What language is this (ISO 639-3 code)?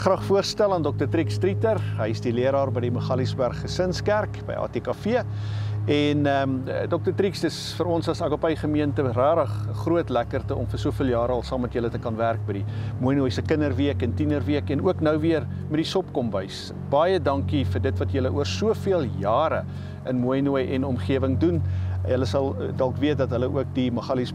afr